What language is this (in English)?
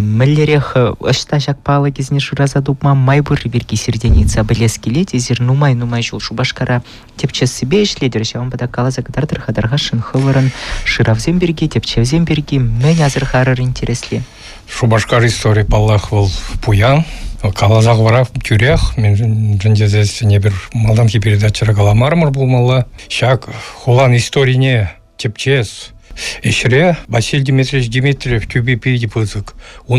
Chuvash